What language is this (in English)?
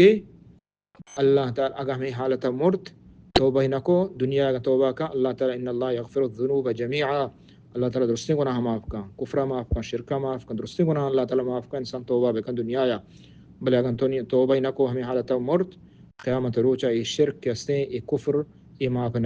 Baluchi